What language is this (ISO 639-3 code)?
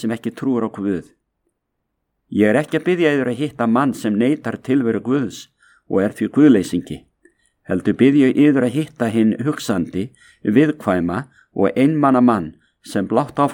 isl